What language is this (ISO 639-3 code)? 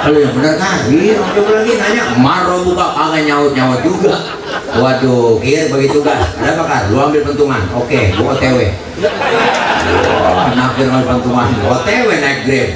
bew